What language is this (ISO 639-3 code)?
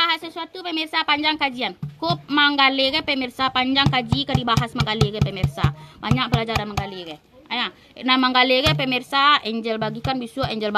min